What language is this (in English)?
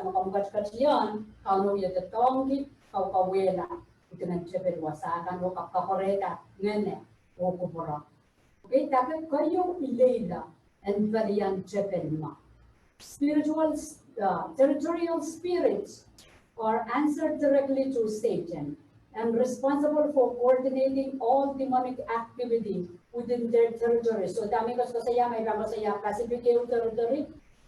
Pohnpeian